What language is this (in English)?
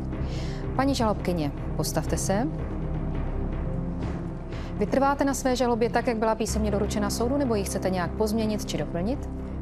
Czech